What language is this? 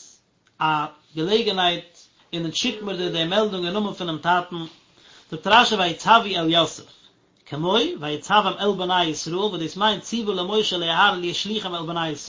Yiddish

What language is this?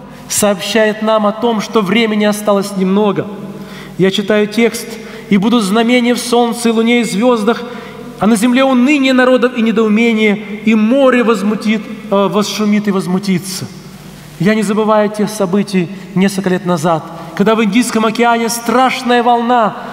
Russian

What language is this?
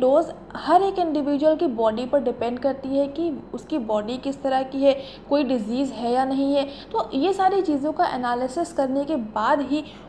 Hindi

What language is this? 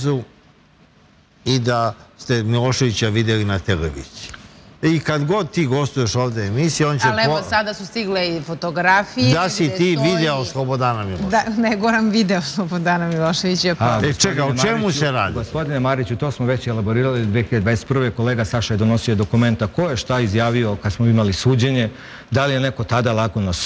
Serbian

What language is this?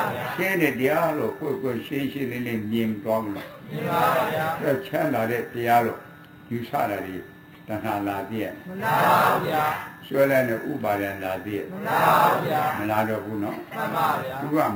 Burmese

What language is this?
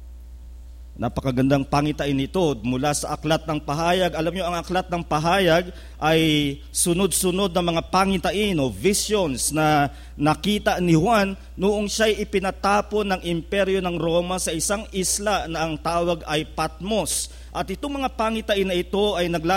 Filipino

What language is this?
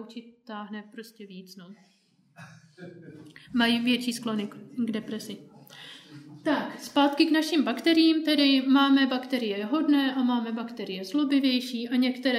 Czech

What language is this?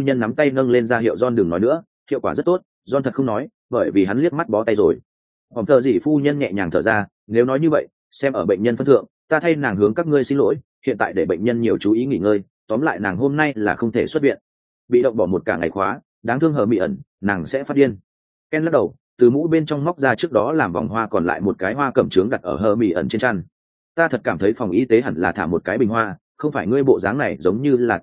Vietnamese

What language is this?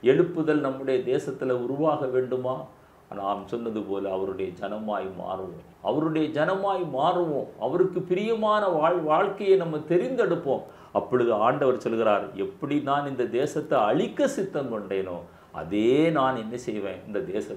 Tamil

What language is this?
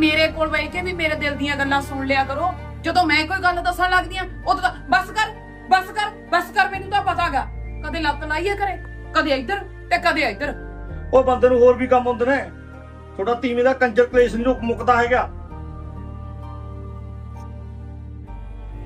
Punjabi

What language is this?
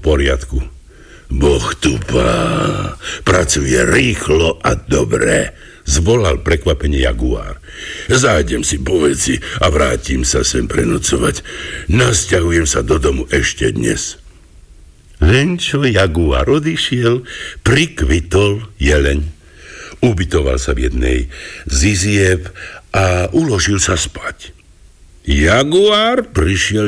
Slovak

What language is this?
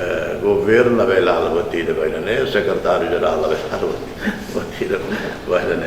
Tetum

